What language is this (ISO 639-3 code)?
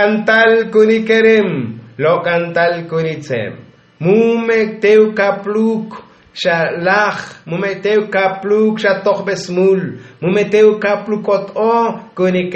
tzo